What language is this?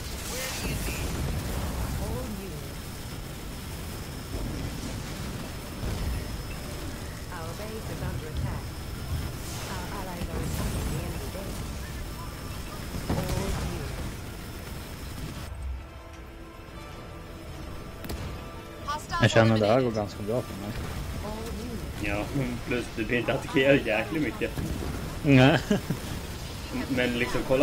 Swedish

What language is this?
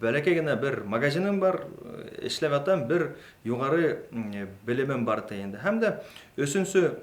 Bashkir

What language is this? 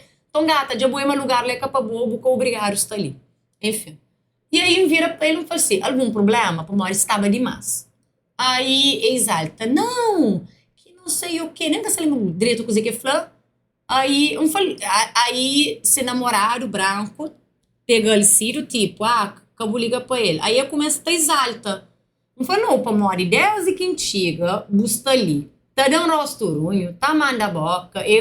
Kabuverdianu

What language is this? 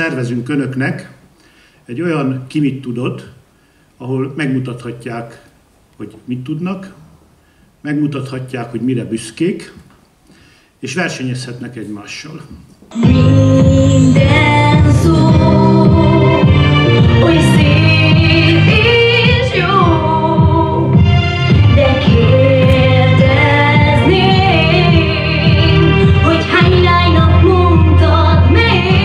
Hungarian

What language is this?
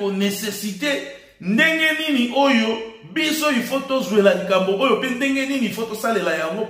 Lingala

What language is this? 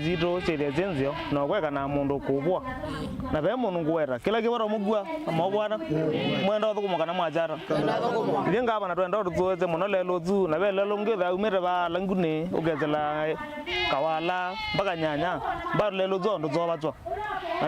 Kamba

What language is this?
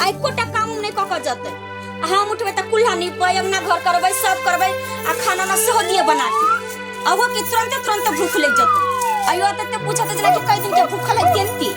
Maithili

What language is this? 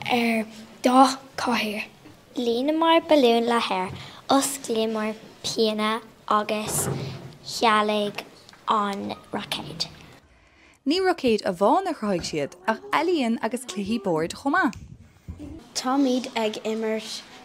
Irish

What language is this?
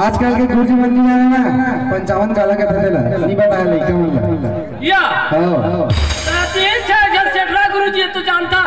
Chhattisgarhi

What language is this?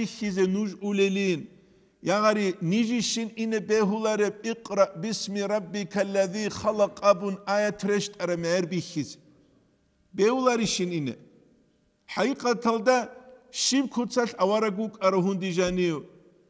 Avaric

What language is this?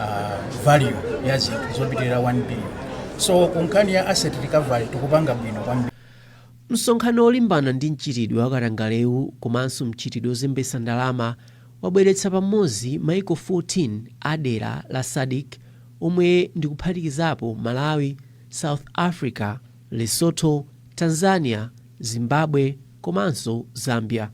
Nyanja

